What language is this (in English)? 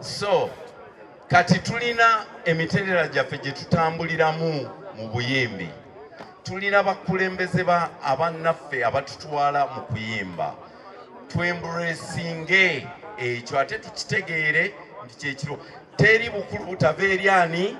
Ganda